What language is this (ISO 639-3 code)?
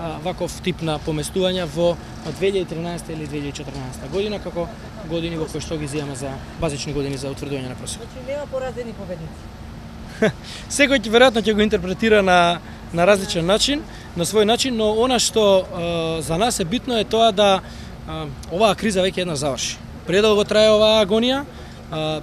mkd